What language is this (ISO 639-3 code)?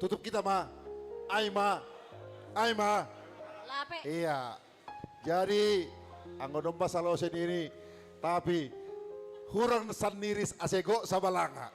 bts